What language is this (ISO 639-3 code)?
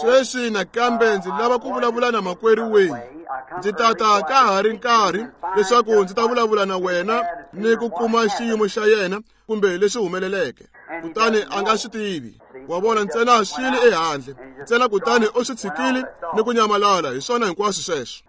tso